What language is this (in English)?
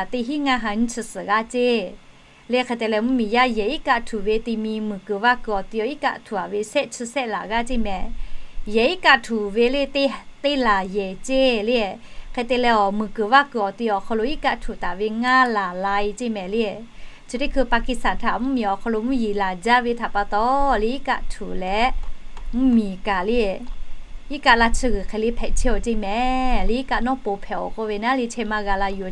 Lahu